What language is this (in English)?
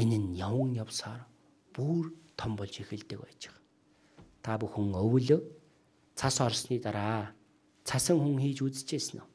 Mongolian